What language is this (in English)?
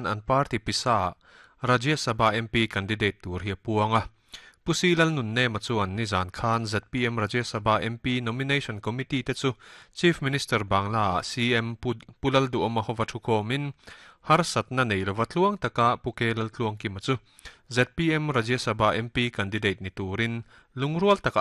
Mizo